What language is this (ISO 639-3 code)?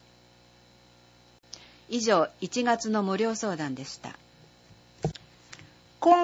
jpn